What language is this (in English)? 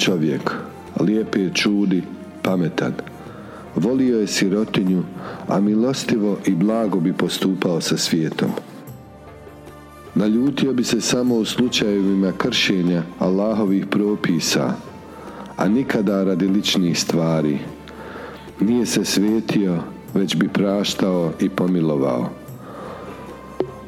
Bosnian